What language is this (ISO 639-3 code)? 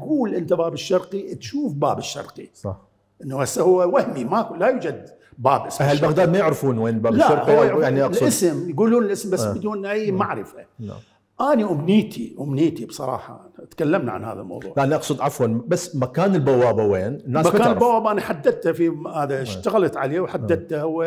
acm